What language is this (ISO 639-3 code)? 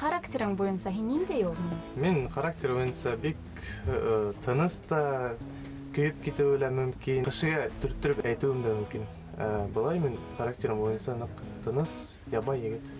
bak